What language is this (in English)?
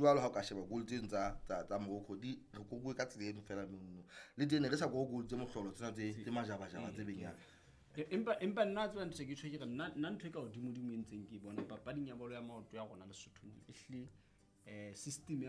Southern Sotho